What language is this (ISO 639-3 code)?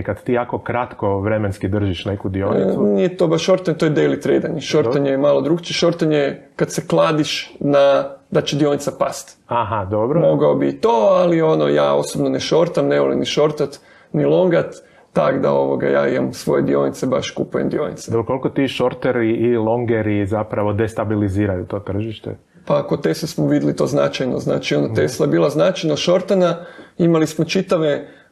hrv